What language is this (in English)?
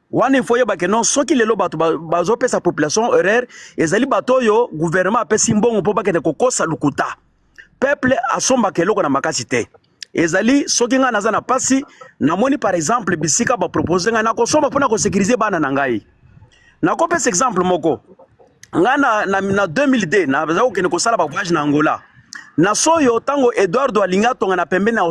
Lingala